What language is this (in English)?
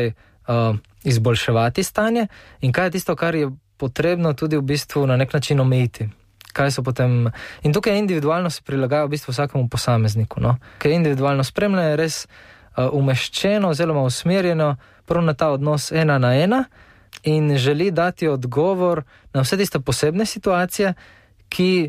Slovenian